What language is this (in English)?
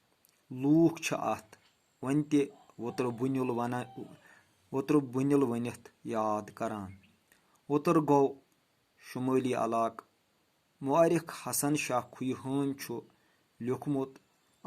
Kashmiri